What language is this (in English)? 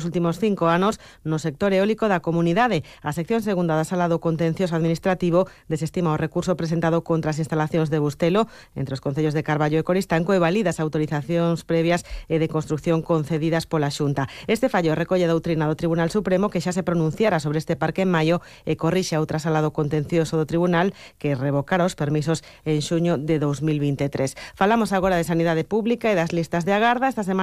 Galician